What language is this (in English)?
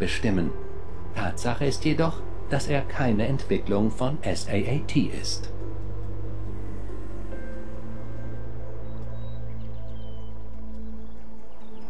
German